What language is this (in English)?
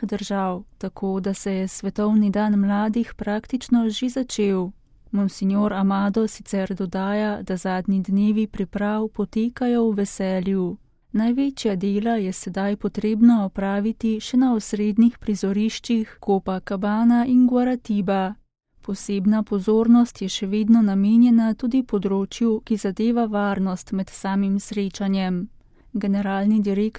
Slovenian